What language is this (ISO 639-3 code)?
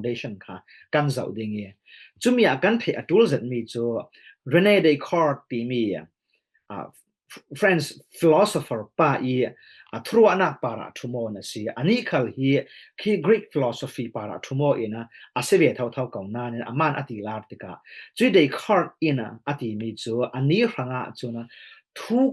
cfm